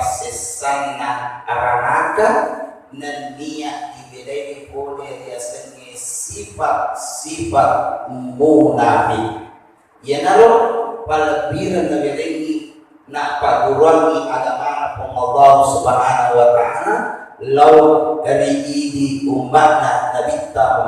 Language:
Buginese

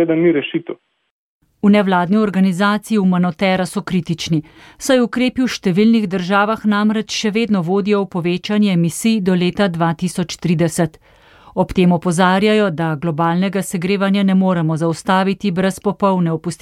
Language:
Slovenian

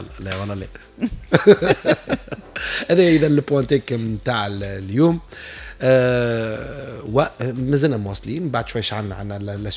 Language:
Tunisian Arabic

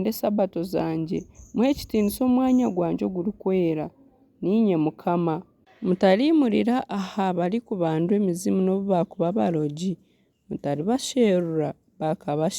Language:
Nyankole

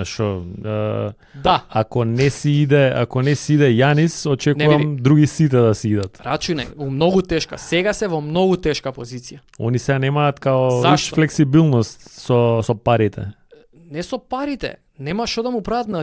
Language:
Macedonian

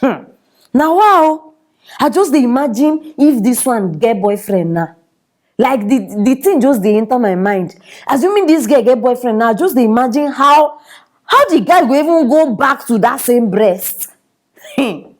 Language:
Nigerian Pidgin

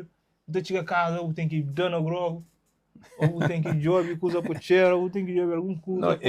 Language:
Kabuverdianu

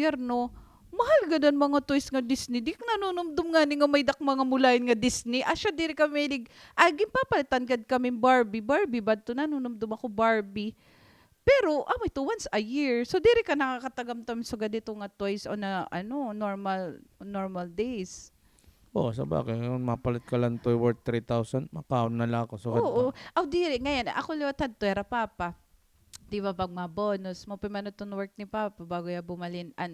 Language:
Waray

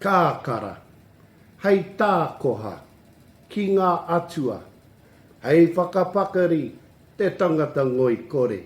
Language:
Māori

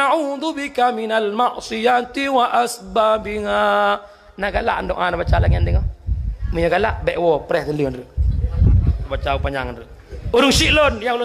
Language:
Achinese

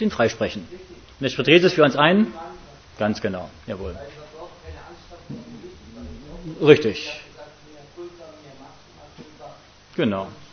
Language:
German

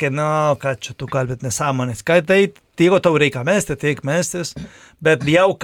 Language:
Lithuanian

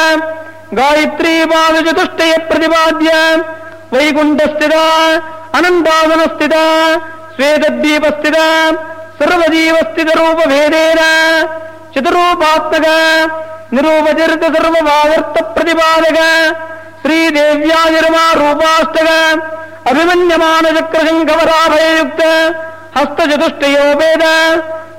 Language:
Sanskrit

